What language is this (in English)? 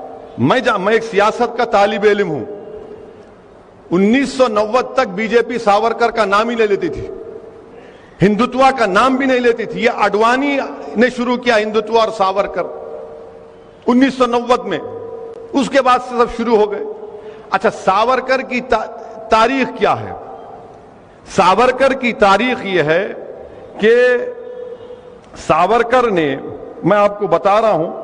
Urdu